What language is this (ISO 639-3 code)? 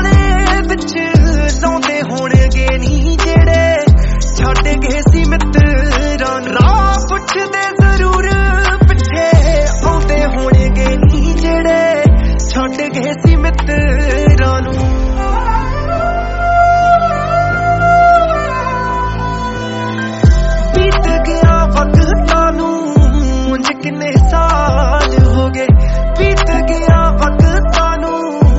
pan